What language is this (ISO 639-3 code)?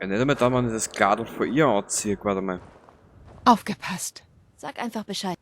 bar